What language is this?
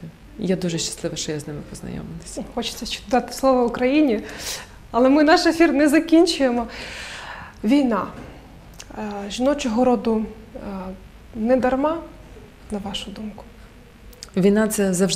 Ukrainian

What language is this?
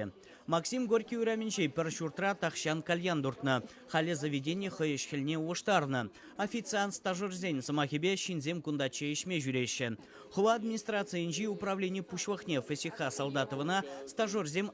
Chuvash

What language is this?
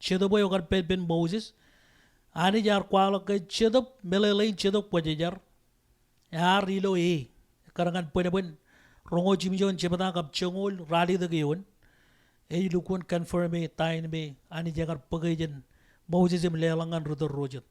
Marshallese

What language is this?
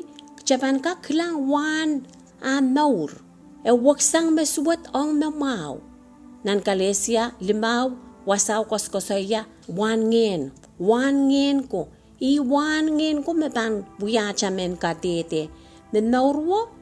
Pohnpeian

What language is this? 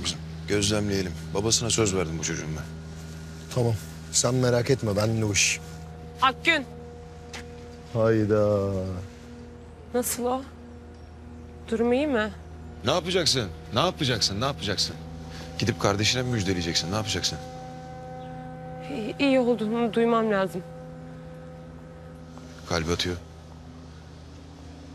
Turkish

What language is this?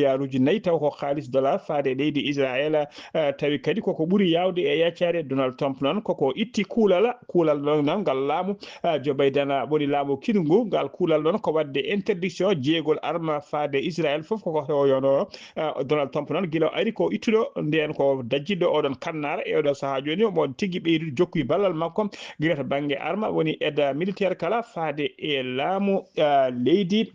Fula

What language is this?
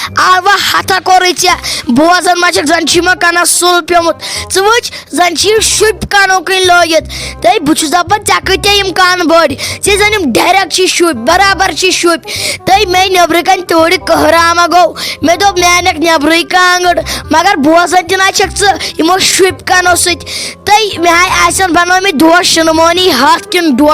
Kashmiri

